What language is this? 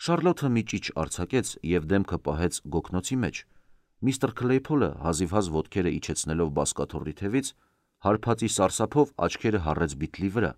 Armenian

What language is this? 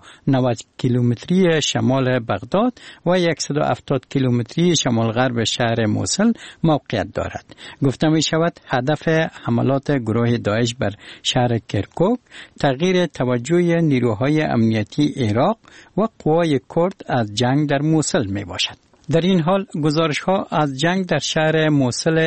Persian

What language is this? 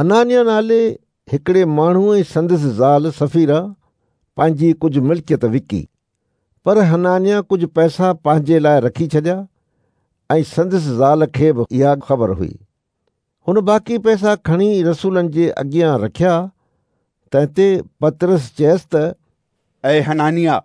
Sindhi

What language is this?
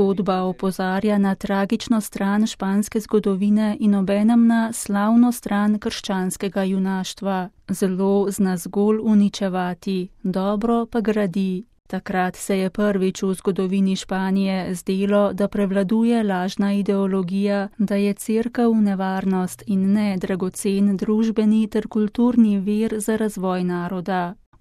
Slovenian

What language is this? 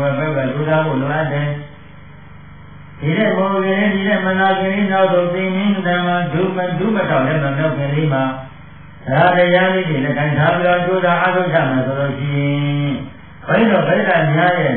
Burmese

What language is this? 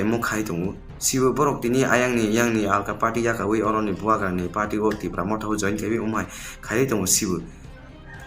Riang (India)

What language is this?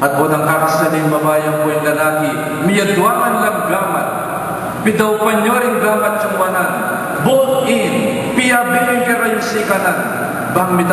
Pampanga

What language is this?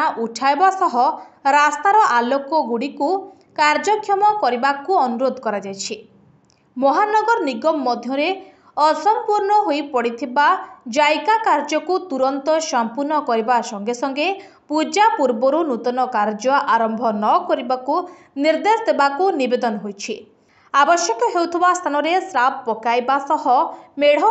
Odia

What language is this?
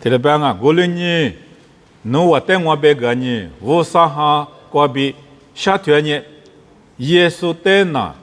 Lisu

